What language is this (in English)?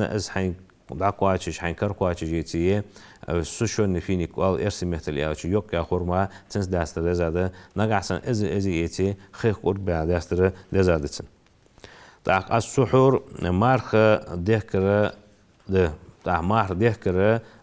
Ingush